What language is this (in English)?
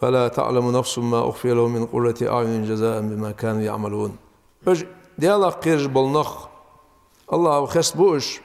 Ingush